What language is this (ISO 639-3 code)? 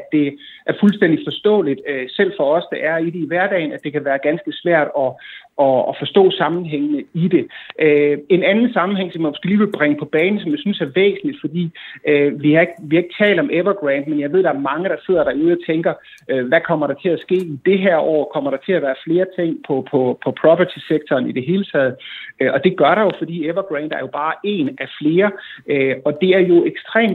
dan